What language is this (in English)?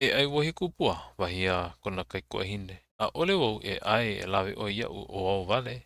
Hawaiian